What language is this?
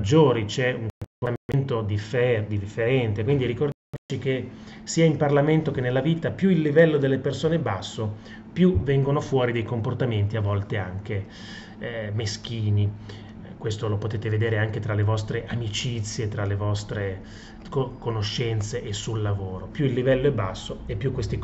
Italian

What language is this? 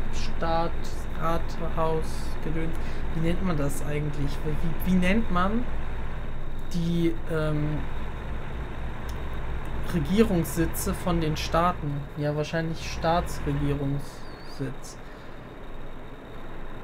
German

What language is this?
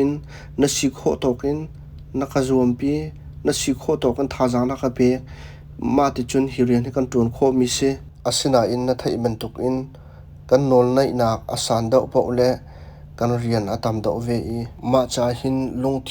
Hakha Chin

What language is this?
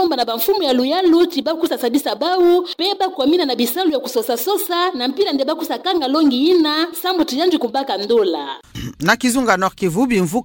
Kituba (Democratic Republic of Congo)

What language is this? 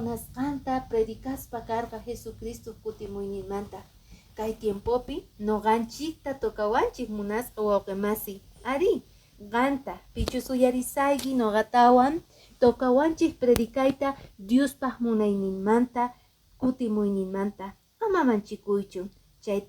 Quechua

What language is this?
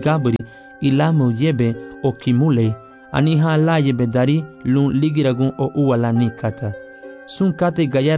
Garifuna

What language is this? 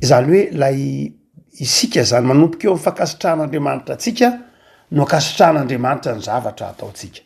Malagasy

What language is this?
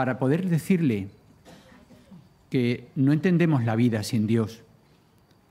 Spanish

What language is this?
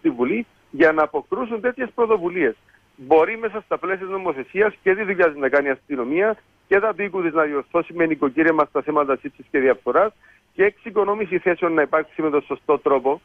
Greek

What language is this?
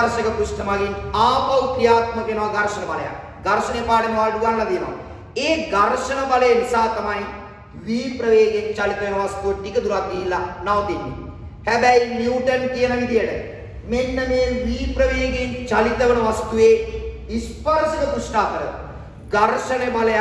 Sinhala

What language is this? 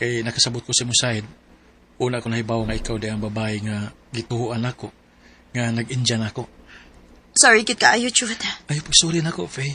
Cebuano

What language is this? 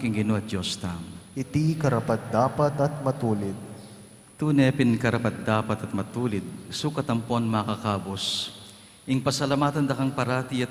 Pampanga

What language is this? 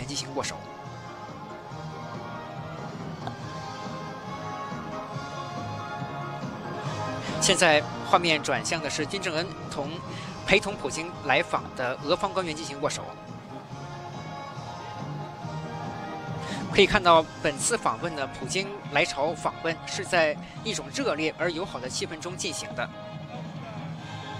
Chinese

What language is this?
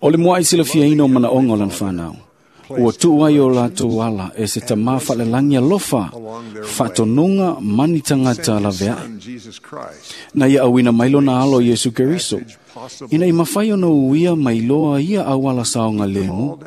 Samoan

